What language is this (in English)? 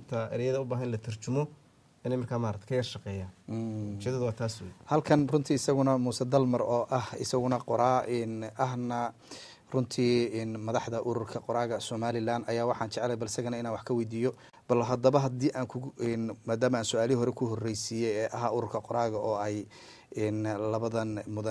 Somali